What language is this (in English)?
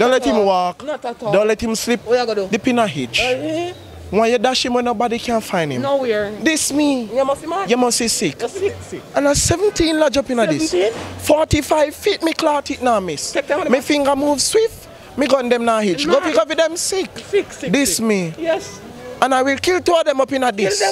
Jamaican Creole English